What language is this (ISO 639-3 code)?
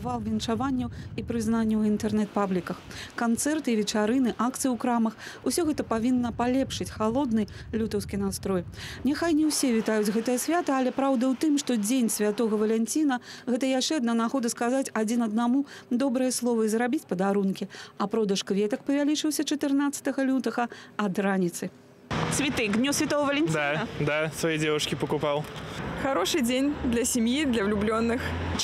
bel